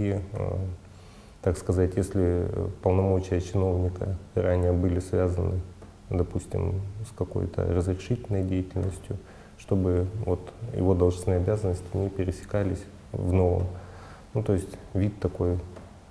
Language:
Russian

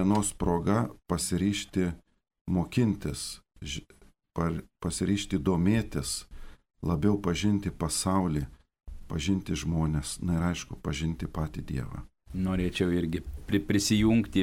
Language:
Lithuanian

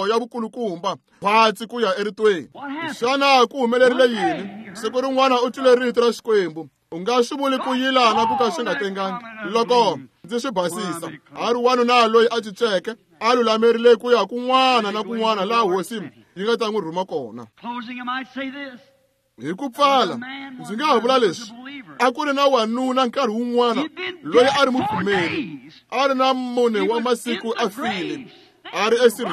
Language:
Tsonga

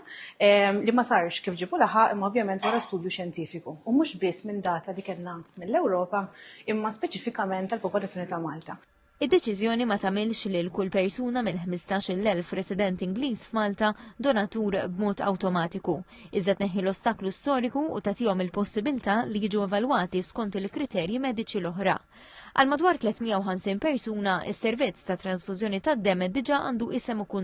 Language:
Maltese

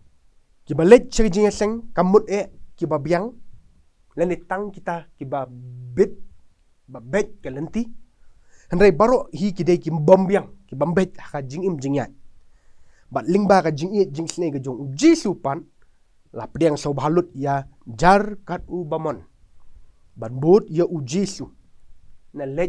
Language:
Khasi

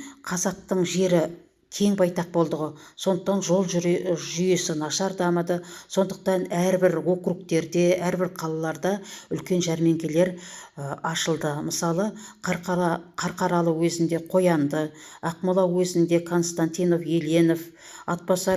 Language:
Kazakh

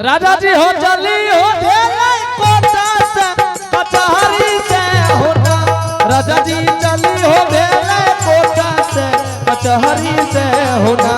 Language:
Angika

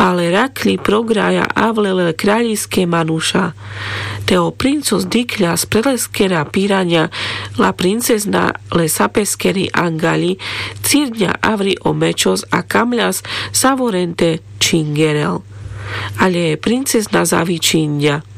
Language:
Carpathian Romani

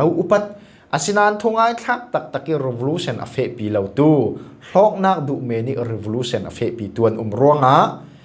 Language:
Falam Chin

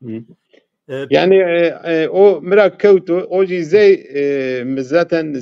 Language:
Zaza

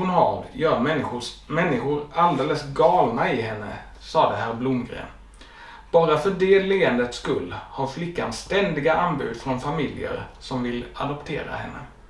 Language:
Swedish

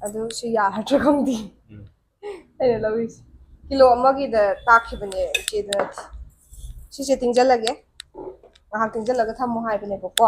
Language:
Manipuri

